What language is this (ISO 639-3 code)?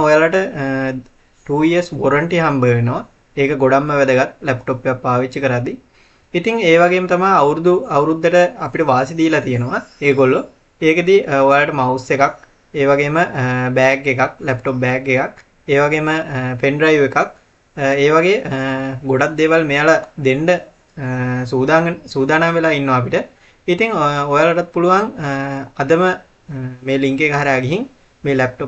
sin